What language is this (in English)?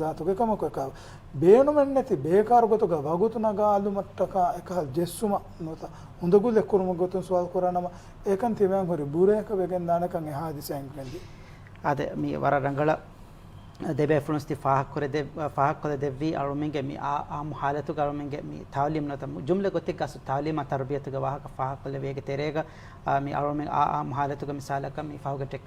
Divehi